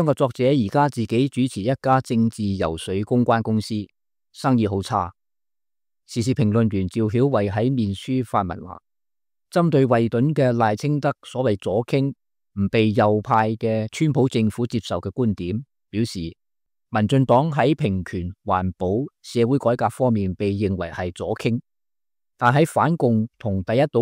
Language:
Cantonese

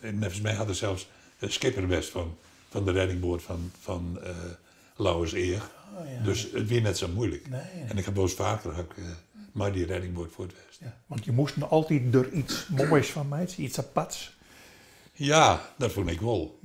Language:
Western Frisian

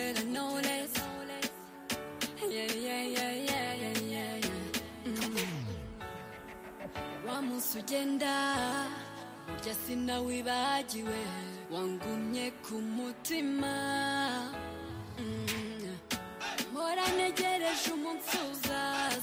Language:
Kinyarwanda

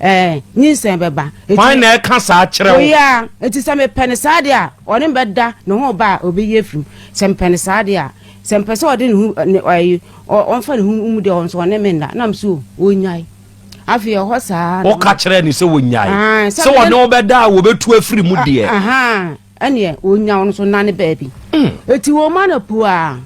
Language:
Akan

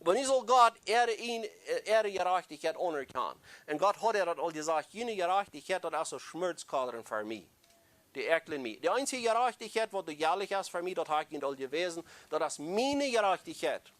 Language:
Plautdietsch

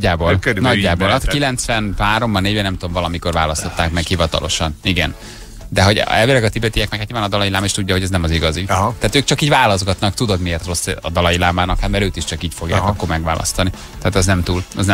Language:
Hungarian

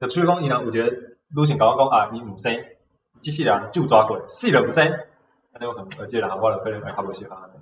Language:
Min Nan Chinese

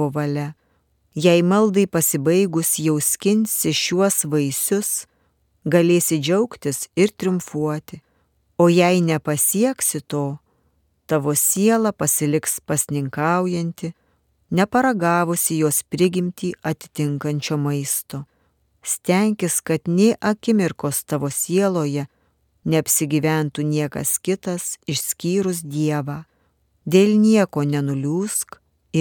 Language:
Lithuanian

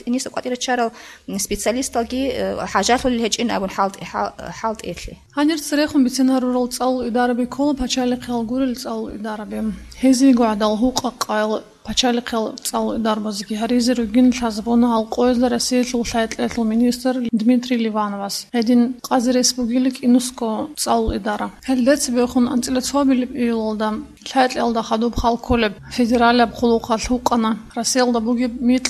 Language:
Avaric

